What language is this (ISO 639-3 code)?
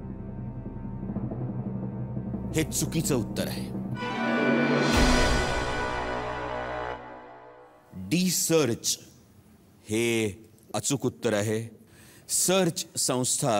mar